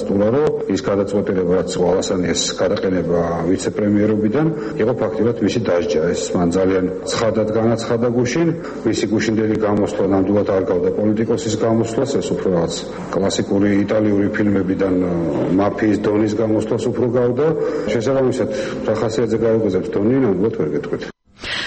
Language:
Georgian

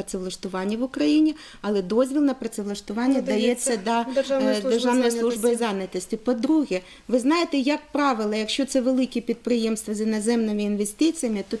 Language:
Ukrainian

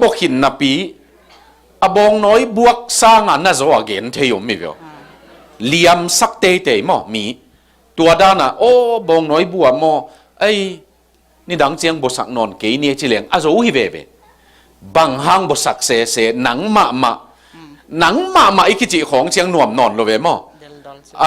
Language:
Tedim Chin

